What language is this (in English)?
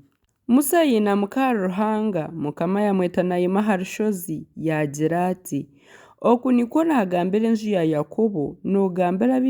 Nyankole